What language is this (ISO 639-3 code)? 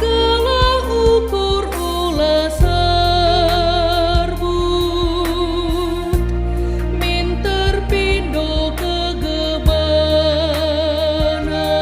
btx